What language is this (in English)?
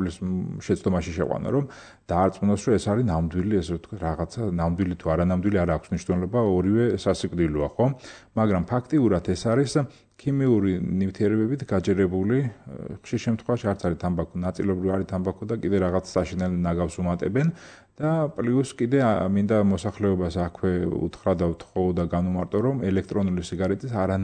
Georgian